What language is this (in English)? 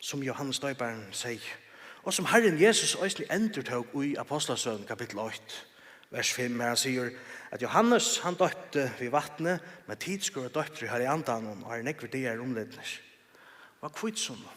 Faroese